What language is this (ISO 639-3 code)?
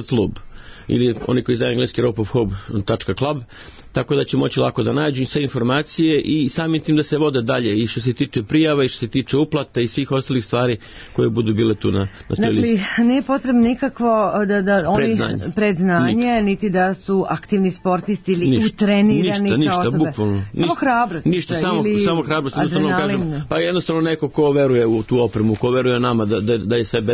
srp